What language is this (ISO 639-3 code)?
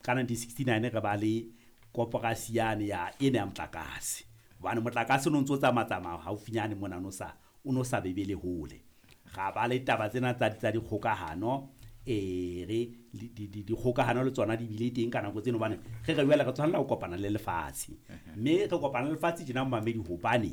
sot